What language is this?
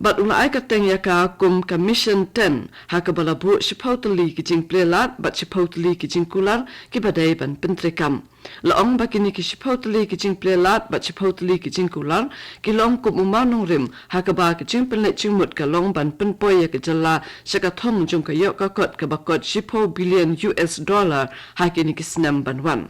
Khasi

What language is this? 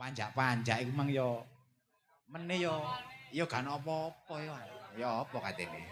Javanese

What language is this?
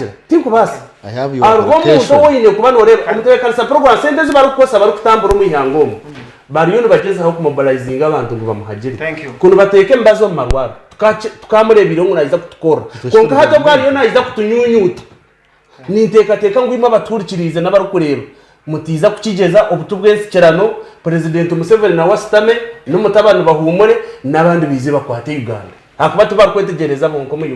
Nyankole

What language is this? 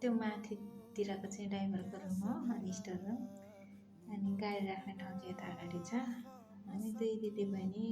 Nepali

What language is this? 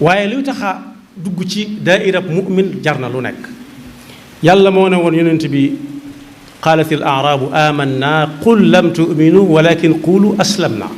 Wolof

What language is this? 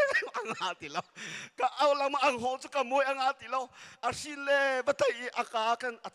Hakha Chin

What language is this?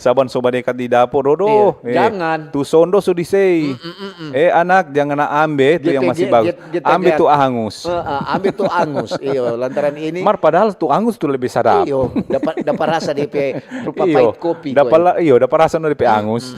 Manado Malay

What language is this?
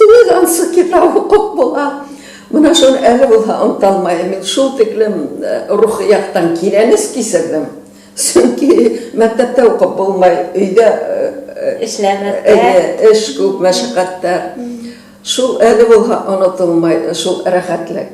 Bashkir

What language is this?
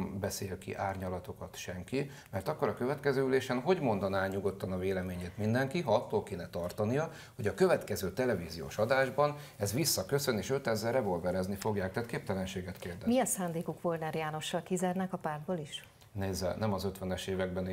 Hungarian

